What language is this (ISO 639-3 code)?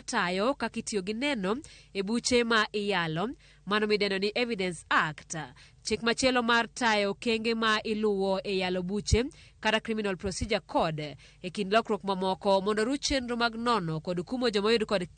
luo